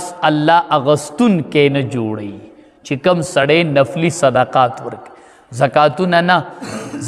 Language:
Pashto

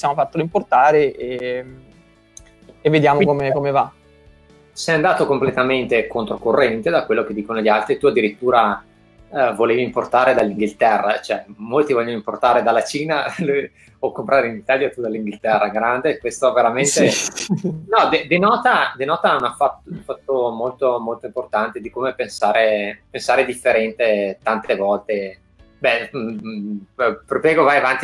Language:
Italian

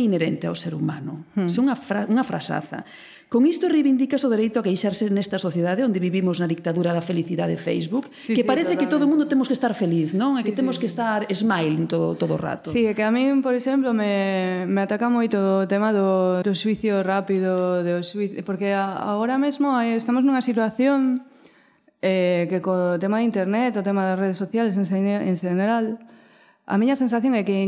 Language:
Galician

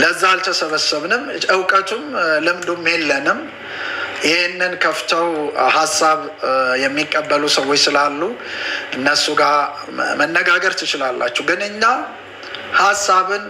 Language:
Amharic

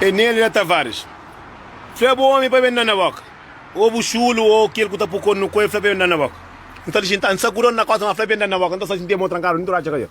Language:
Kabuverdianu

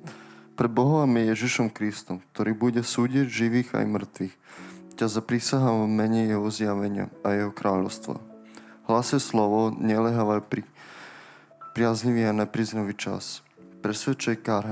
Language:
Slovak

